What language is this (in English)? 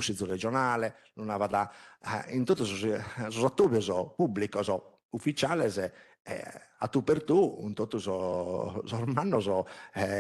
Sardinian